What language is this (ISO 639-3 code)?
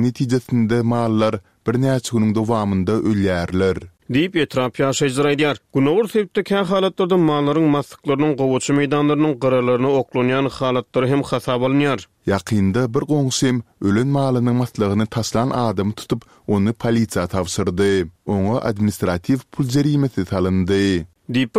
tuk